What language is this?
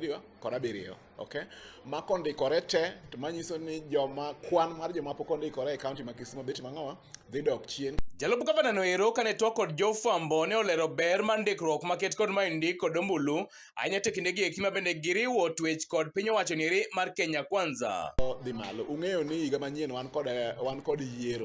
Luo (Kenya and Tanzania)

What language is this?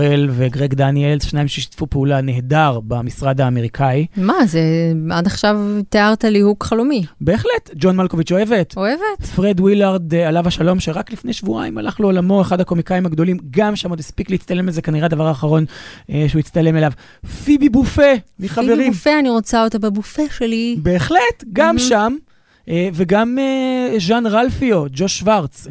Hebrew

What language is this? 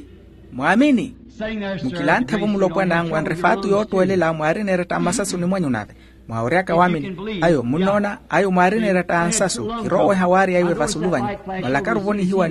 Makhuwa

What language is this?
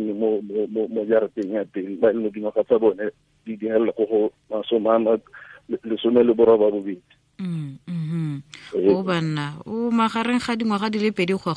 Tswana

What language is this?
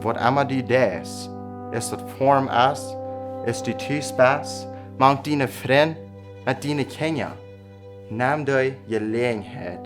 Plautdietsch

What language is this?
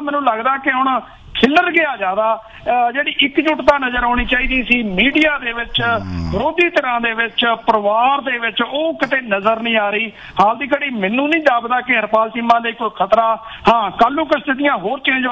Punjabi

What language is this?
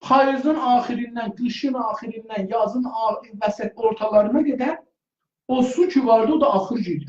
South Azerbaijani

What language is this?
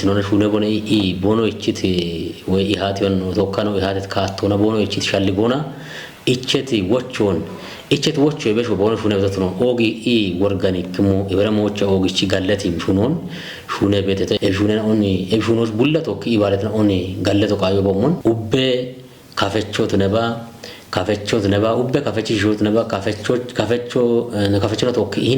Kafa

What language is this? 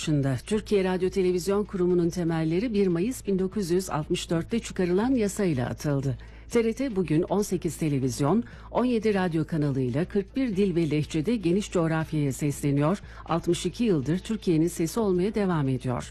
Turkish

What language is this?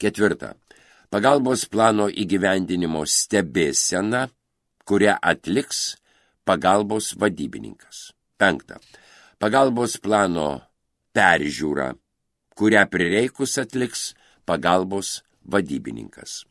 Lithuanian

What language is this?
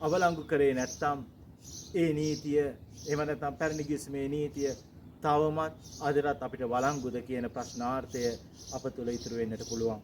Sinhala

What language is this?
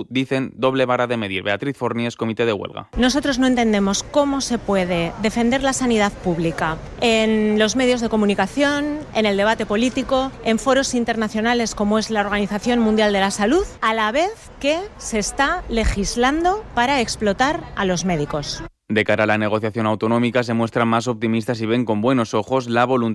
Spanish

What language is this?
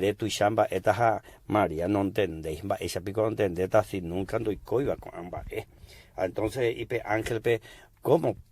Guarani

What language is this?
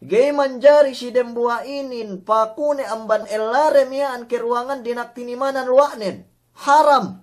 Yakan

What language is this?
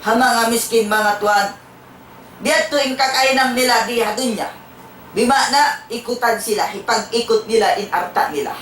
Tausug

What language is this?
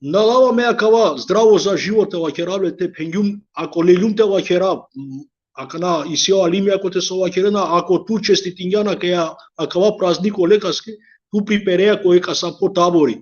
Balkan Romani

